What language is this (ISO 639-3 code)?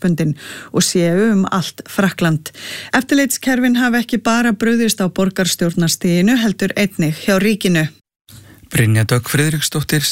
isl